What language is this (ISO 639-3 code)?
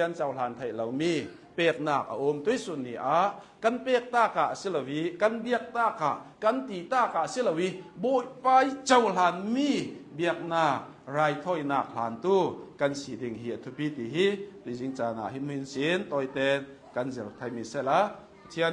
cnh